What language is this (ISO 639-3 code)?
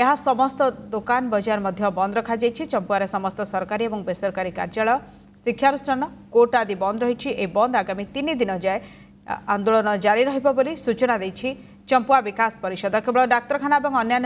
ori